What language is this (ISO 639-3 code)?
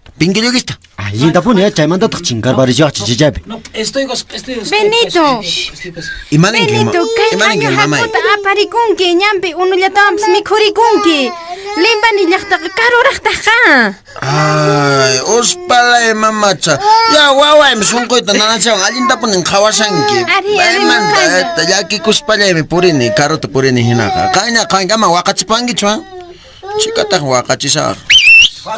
que